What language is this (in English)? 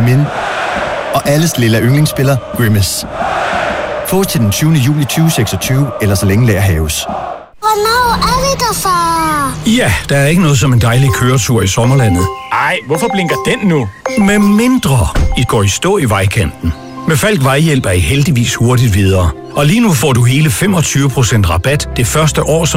Danish